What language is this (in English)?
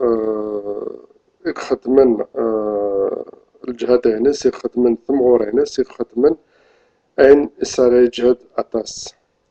Kabyle